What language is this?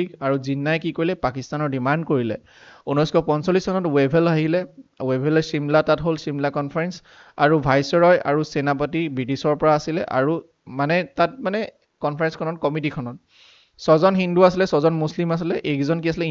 Assamese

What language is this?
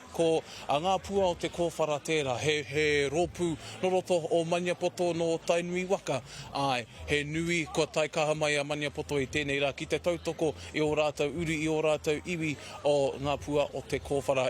Māori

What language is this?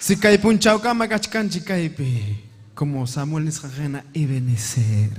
Ayacucho Quechua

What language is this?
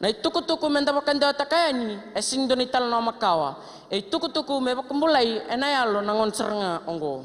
Fijian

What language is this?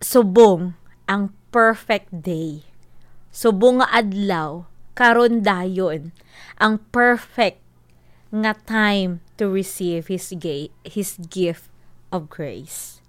Hiligaynon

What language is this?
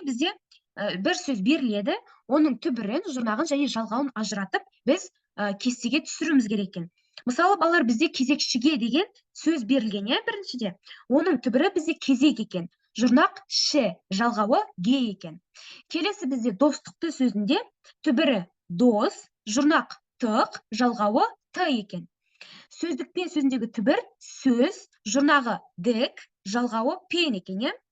Kazakh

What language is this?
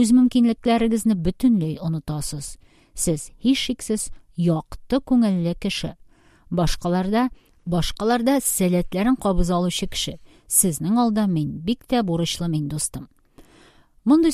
Tatar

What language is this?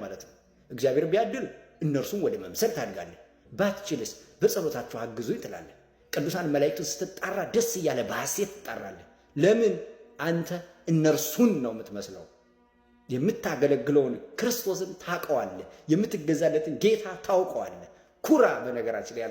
Amharic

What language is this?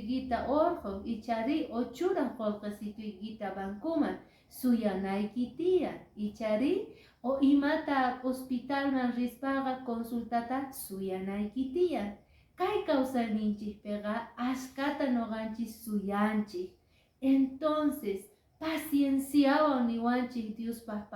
Quechua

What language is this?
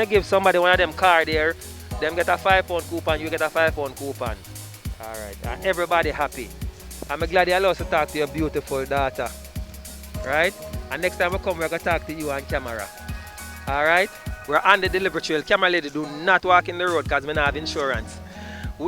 Jamaican Creole English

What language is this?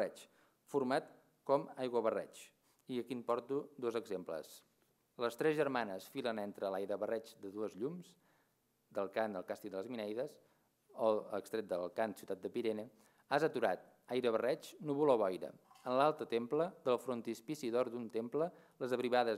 Catalan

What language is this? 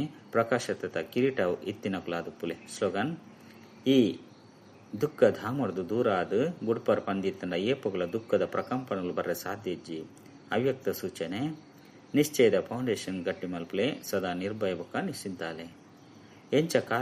Tulu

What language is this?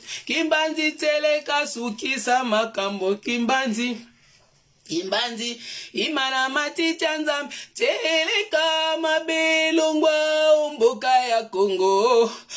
Lingala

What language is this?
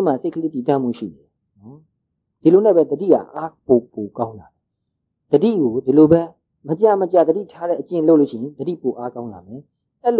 Burmese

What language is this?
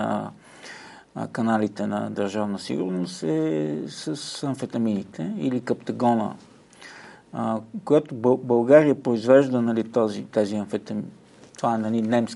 Bulgarian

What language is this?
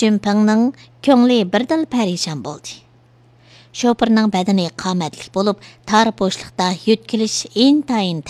Uyghur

